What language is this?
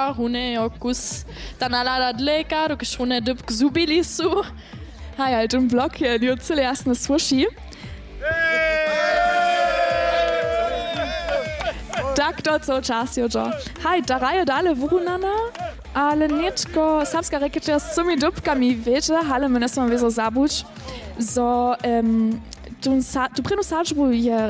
Polish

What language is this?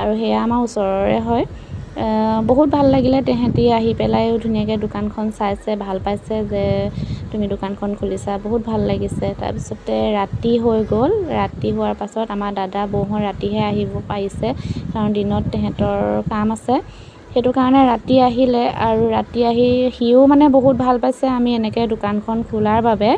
Assamese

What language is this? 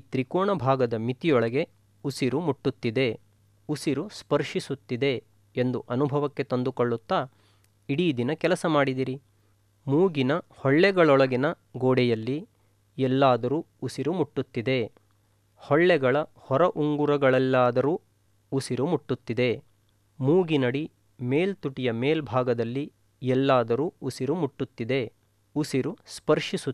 Kannada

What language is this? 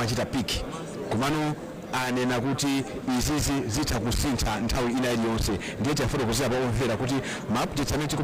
Nyanja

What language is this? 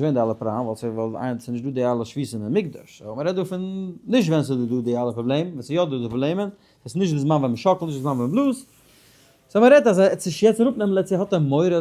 Yiddish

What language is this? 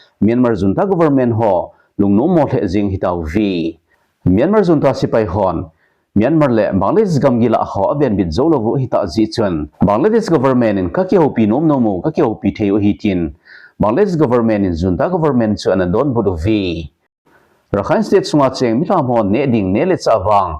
Thado Chin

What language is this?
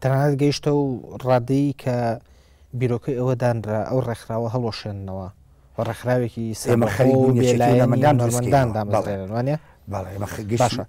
Central Kurdish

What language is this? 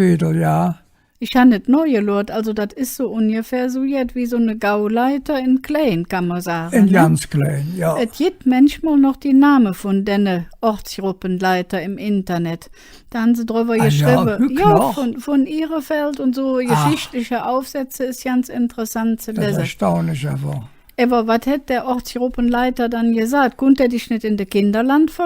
Colognian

